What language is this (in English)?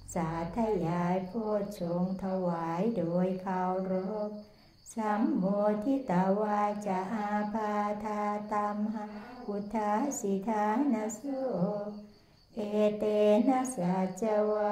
Thai